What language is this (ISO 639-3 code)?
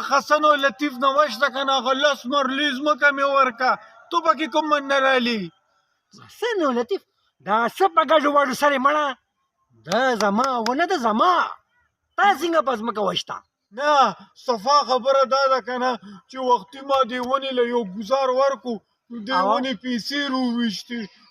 pus